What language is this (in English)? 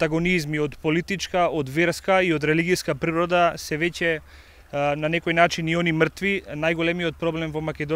Macedonian